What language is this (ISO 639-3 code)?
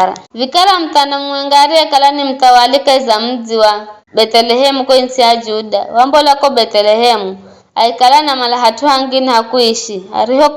nyf